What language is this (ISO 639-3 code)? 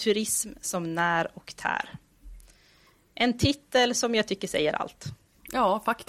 swe